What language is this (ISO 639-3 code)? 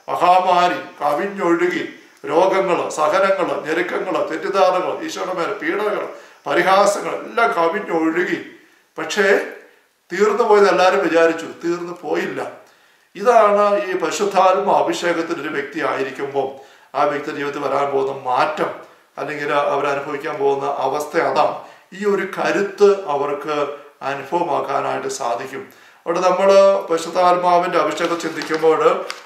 mal